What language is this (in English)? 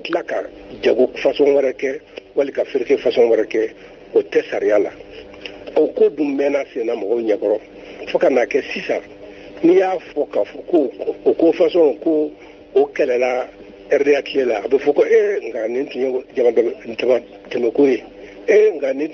Bambara